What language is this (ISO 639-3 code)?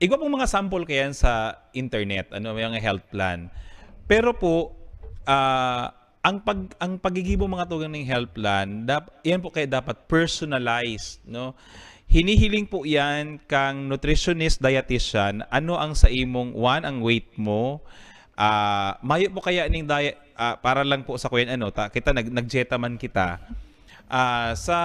bik